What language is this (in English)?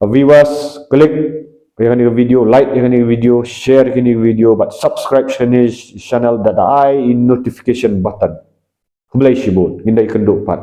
Khasi